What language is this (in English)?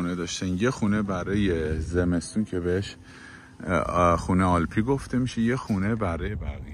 Persian